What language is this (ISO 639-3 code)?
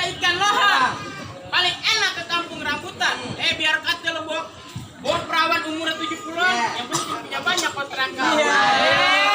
bew